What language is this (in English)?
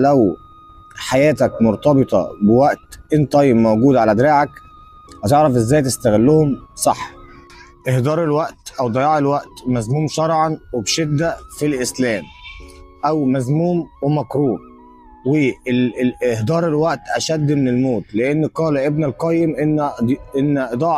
Egyptian Arabic